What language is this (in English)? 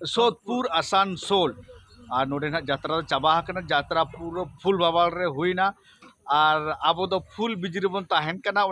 Santali